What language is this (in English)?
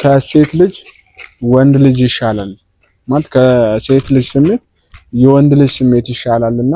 Amharic